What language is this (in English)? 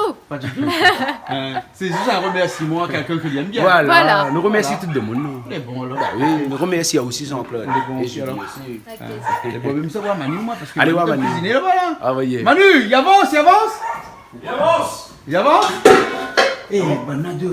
Réunion Creole French